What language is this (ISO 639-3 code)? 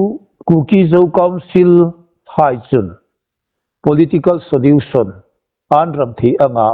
hmr